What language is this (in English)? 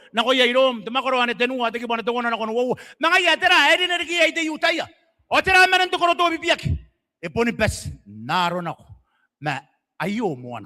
Gilbertese